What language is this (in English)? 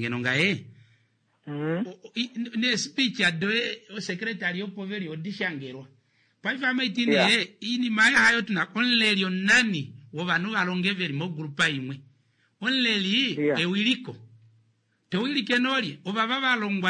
Kuanyama